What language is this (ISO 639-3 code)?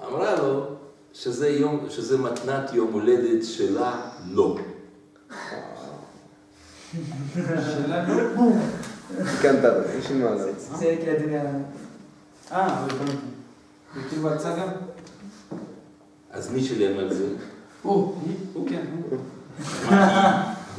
heb